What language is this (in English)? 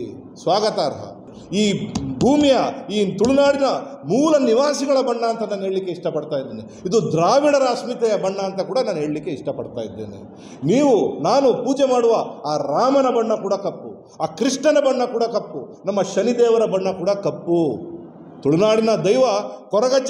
Kannada